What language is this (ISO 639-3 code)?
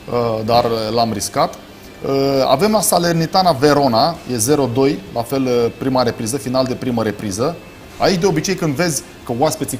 ron